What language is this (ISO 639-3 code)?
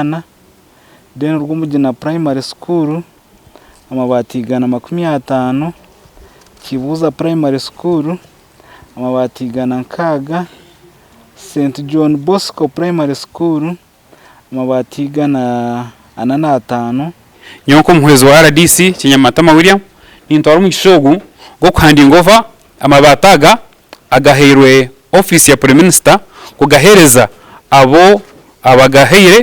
nyn